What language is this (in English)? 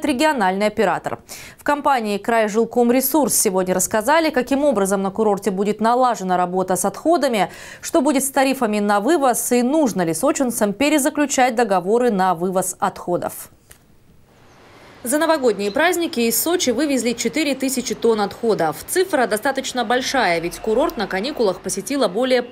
Russian